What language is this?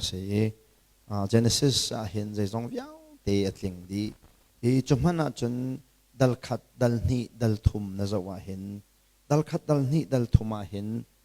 Hakha Chin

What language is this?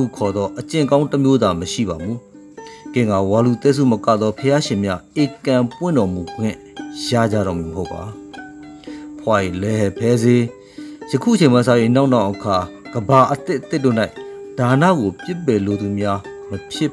Burmese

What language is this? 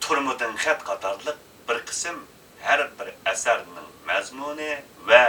Uyghur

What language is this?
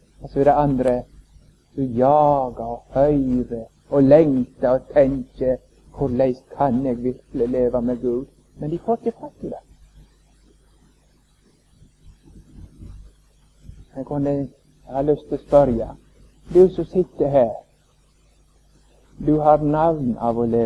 Norwegian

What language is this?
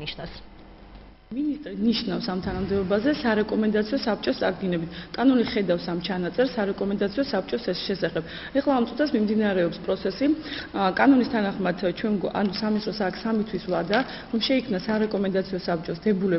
Georgian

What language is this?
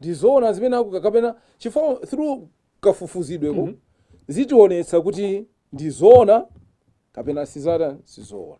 Nyanja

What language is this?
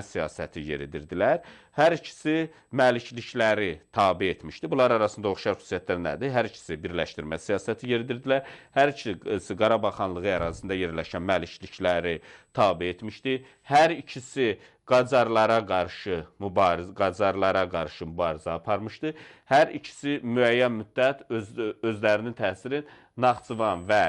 Azerbaijani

